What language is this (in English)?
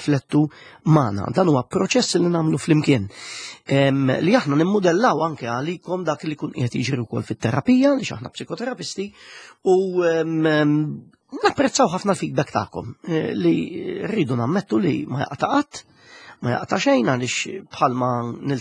Maltese